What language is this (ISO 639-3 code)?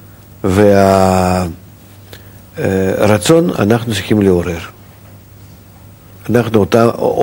heb